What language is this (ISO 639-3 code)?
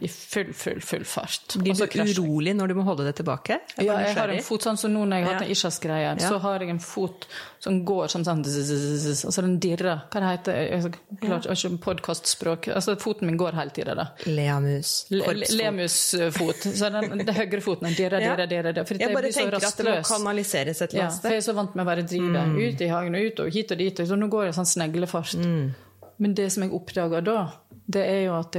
nor